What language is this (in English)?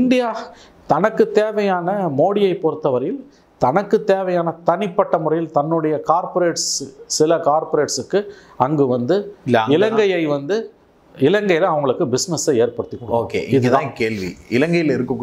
Tamil